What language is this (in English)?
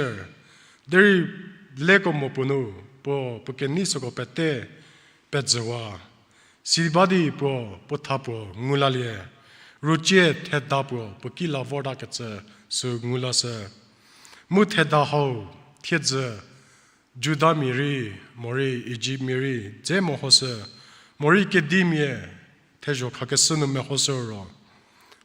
Angami Naga